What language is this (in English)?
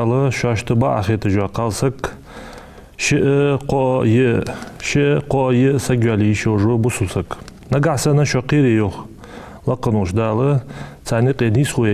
Ingush